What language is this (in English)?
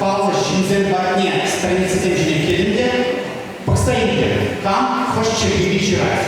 Chuvash